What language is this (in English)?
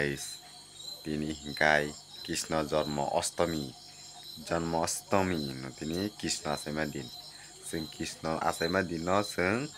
Kok Borok